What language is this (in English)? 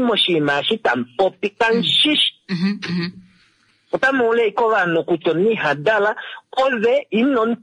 Kuanyama